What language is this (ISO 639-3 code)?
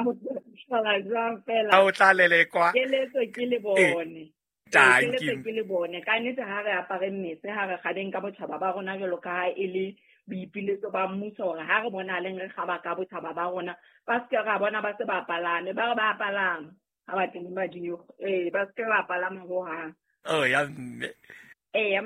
sot